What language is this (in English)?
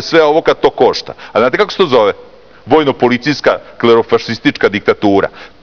Serbian